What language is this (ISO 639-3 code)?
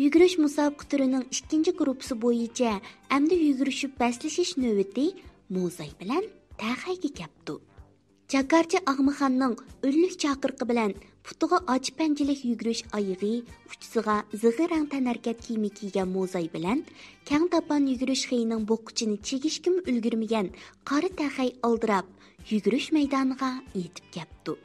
uig